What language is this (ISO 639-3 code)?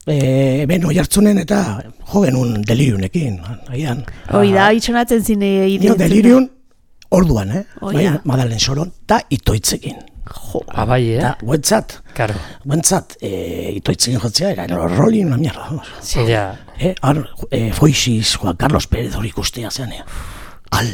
eus